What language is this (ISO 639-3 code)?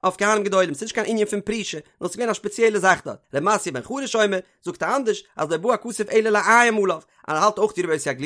yid